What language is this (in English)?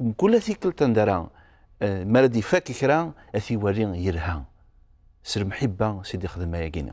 Kabyle